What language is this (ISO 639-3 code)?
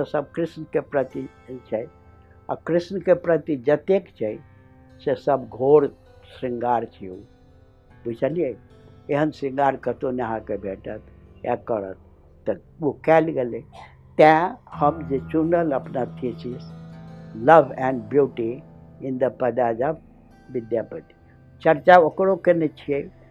mai